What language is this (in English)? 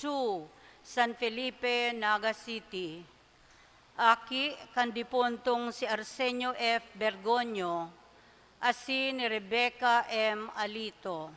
Bikol